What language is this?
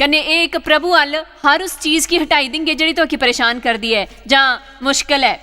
Dogri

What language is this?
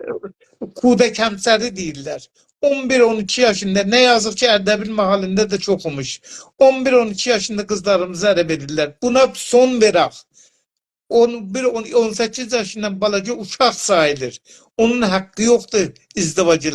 South Azerbaijani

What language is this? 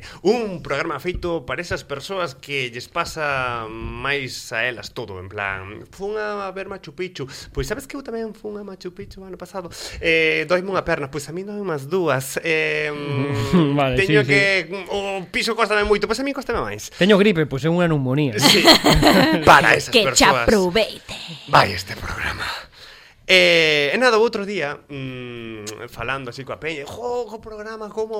Galician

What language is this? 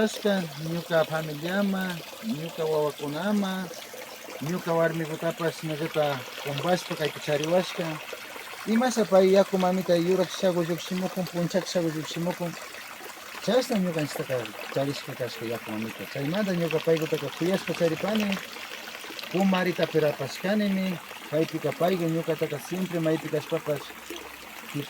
Imbabura Highland Quichua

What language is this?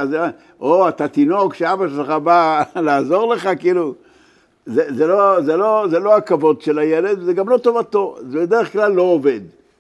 Hebrew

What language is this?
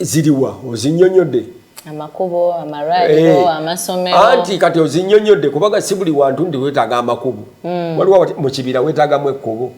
Ganda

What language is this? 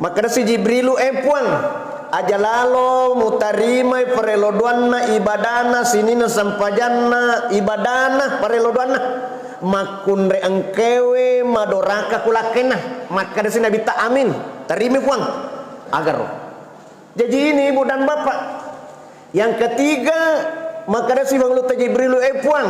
Buginese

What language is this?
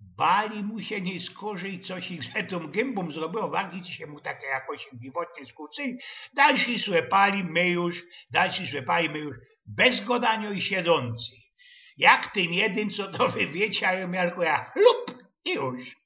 Silesian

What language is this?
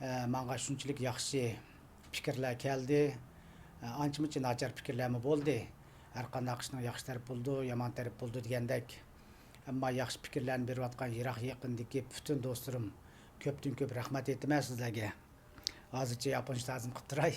Uyghur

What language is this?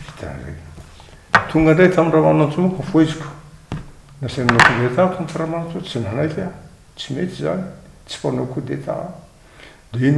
Malagasy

